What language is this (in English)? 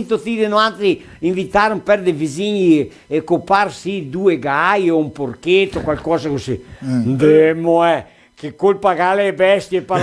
Venetian